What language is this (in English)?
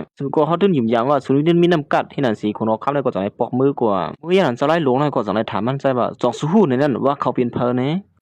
Shan